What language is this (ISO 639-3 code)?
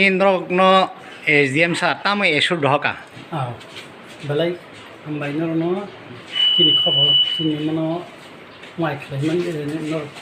trp